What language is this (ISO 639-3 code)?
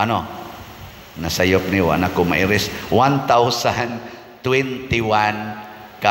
ceb